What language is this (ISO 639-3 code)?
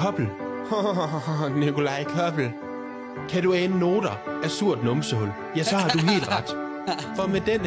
dan